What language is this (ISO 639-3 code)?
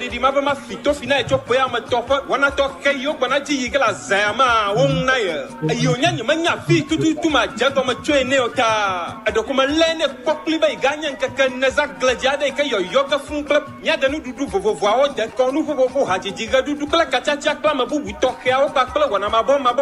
ewe